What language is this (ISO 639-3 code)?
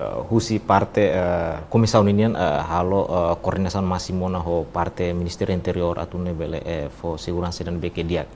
tet